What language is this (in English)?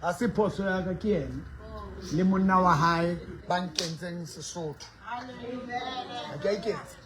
Southern Sotho